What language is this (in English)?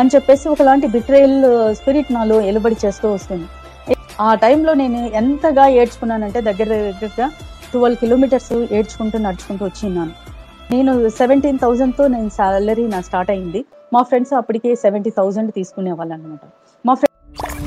Telugu